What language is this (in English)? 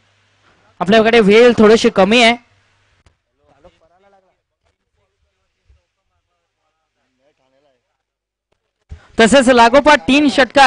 Marathi